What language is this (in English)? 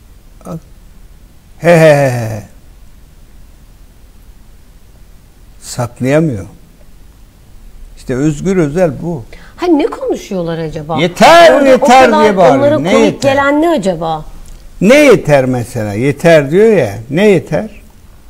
Turkish